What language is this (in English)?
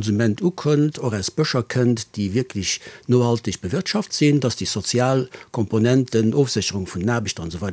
Luxembourgish